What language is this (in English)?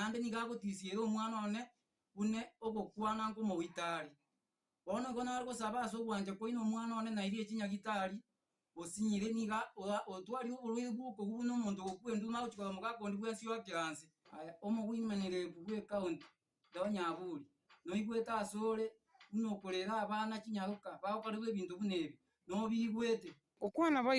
Gusii